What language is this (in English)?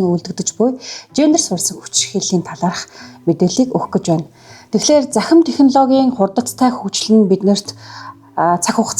Mongolian